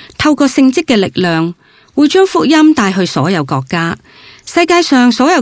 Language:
Cantonese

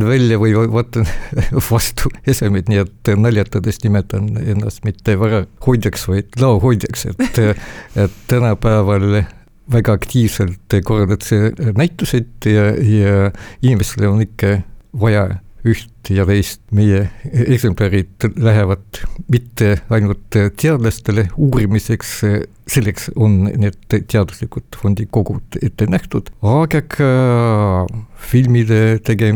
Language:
Estonian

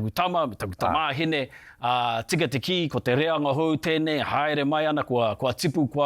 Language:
Māori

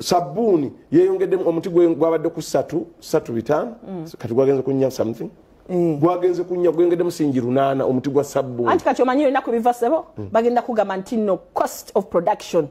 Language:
Ganda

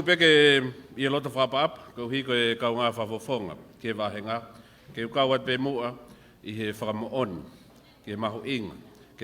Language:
Tongan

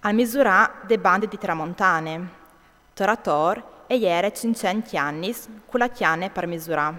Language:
Friulian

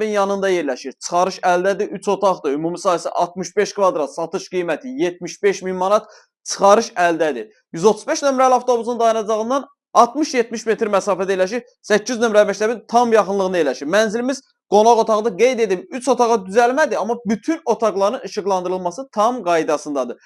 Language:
Azerbaijani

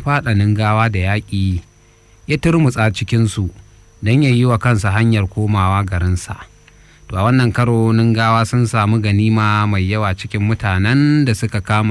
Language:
Hausa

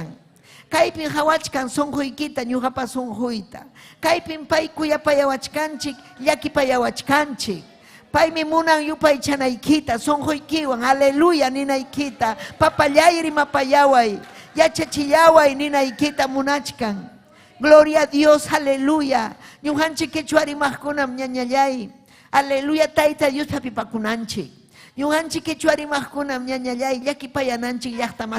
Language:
Ayacucho Quechua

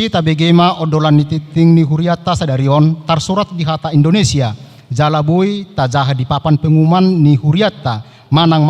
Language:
Batak Toba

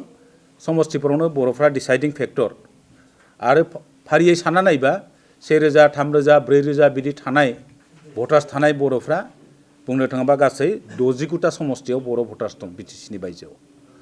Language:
Bodo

